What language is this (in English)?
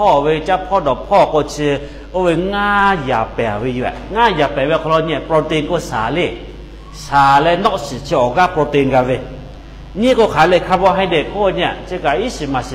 Lahu